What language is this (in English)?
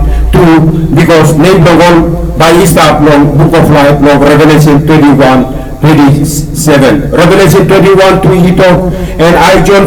Tok Pisin